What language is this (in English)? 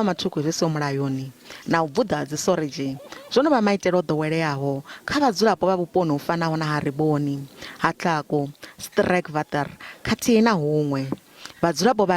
Venda